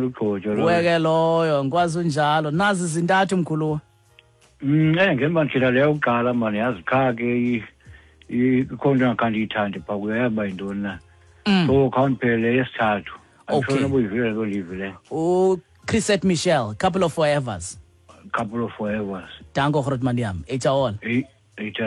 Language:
Xhosa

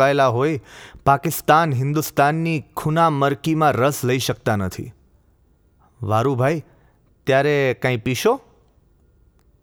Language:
Gujarati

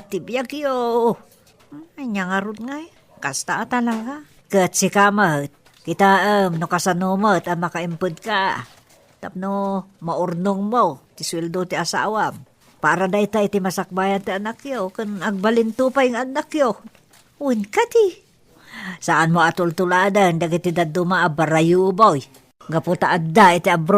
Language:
Iloko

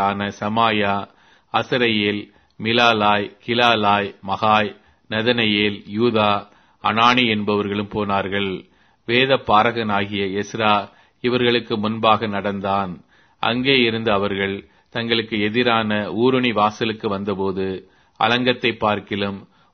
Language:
Tamil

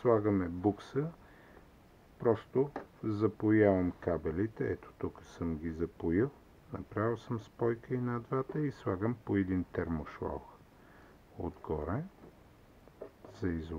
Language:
Bulgarian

